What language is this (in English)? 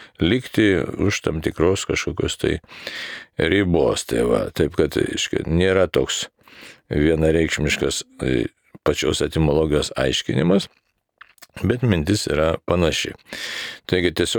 Lithuanian